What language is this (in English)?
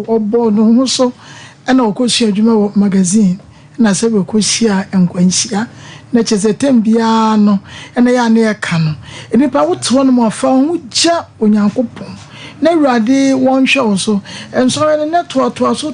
Akan